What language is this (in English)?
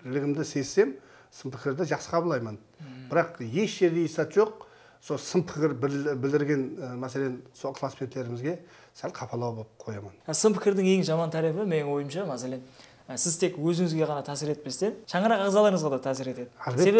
Kara-Kalpak